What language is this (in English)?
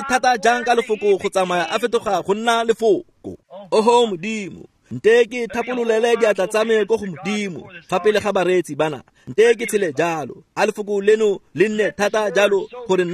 Tswana